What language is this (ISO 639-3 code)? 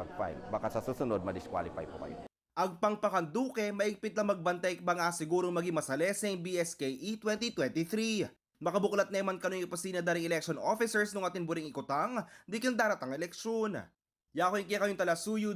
pam